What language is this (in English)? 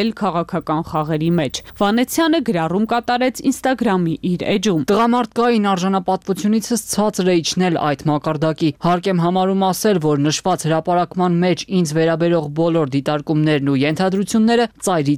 Armenian